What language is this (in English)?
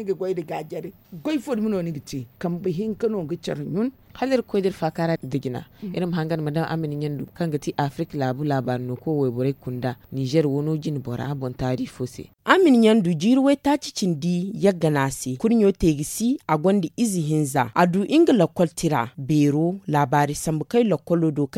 Zarma